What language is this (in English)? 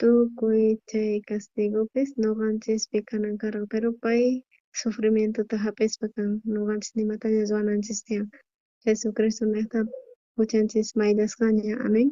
South Bolivian Quechua